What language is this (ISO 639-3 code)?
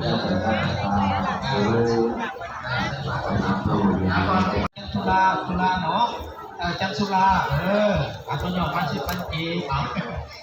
lao